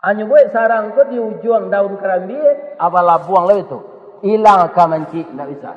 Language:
Minangkabau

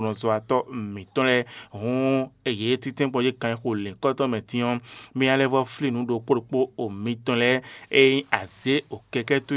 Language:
Fon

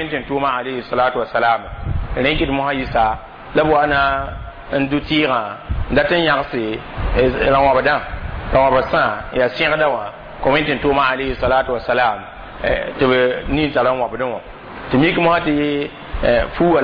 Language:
Mossi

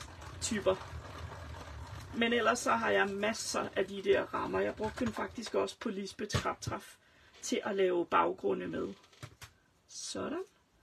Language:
Danish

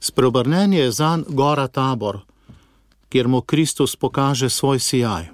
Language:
Slovenian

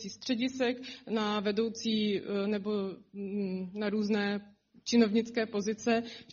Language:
Czech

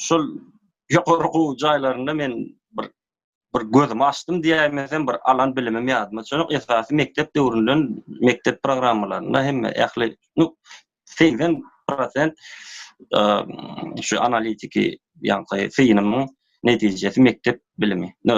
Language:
Turkmen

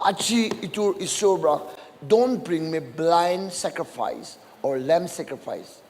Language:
Naga Pidgin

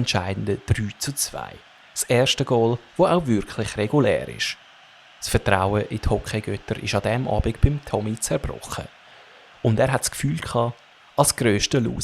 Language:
Swiss German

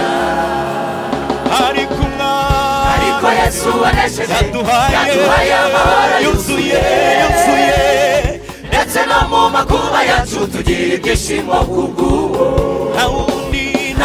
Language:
Kinyarwanda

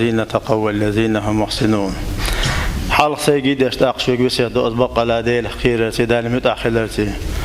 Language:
Chechen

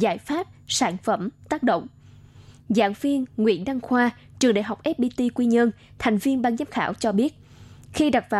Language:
Vietnamese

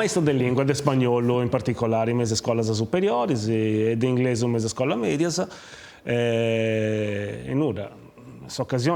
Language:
Sardinian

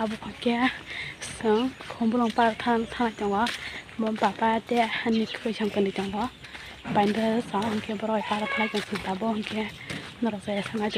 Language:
Kok Borok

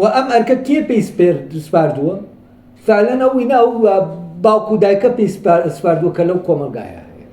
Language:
Central Kurdish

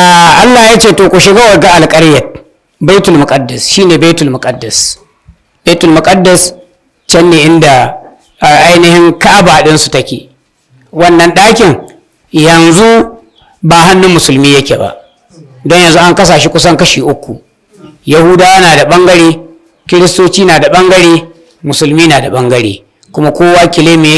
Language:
Hausa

